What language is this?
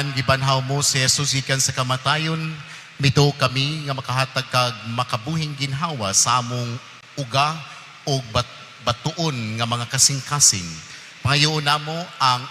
Cebuano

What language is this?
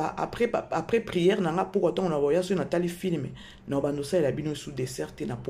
Lingala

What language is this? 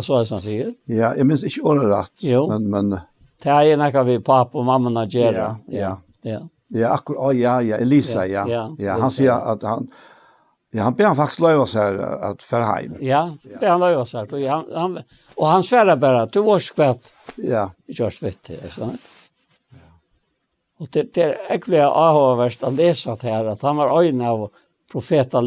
Faroese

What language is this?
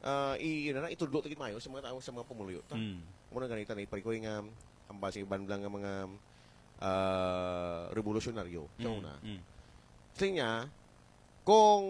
Hiligaynon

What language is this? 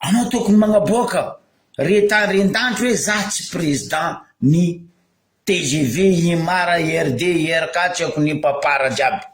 Malagasy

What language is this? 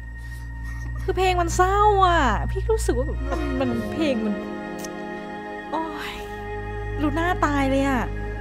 Thai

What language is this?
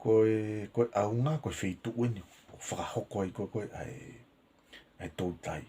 Tongan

